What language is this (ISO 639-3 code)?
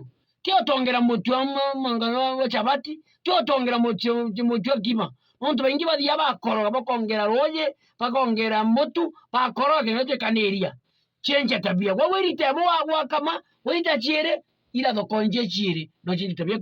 mer